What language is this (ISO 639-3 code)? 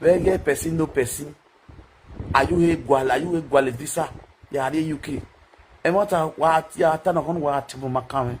pcm